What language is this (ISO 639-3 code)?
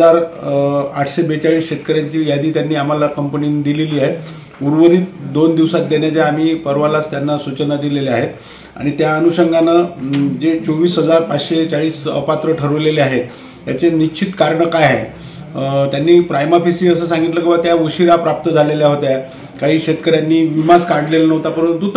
mar